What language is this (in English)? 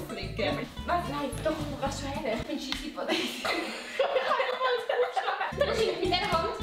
Swiss German